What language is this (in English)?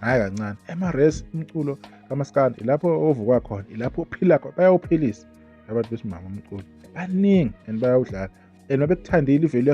Zulu